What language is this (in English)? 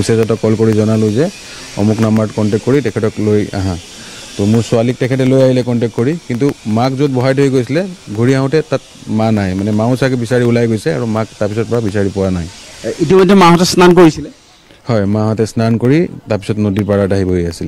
Assamese